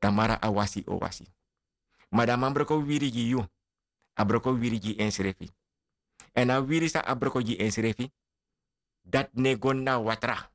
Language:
Sranan Tongo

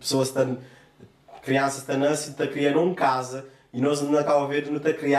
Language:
Kabuverdianu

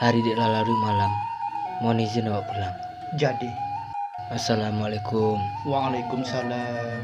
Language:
Minangkabau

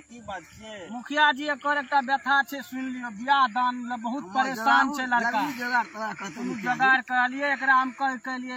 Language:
Maithili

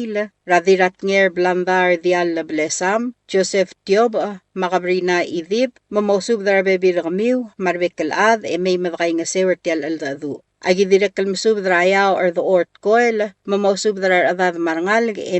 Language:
Palauan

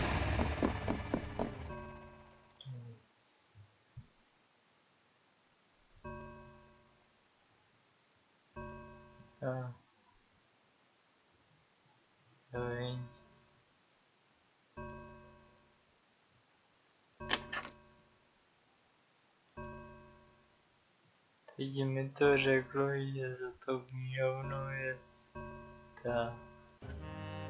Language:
Czech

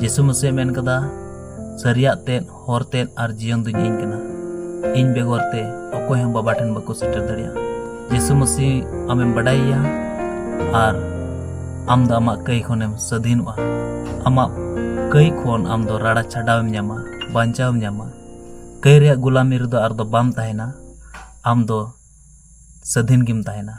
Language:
Santali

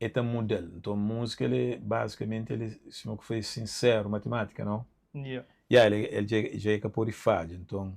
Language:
Kabuverdianu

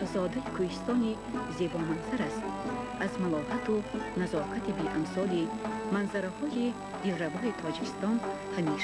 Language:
Tajik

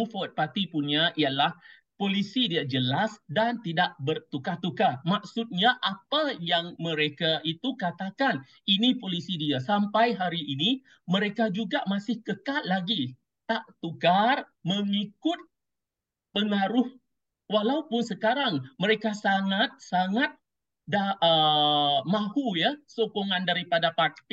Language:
Malay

